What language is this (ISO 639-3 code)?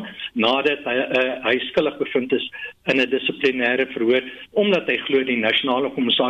afr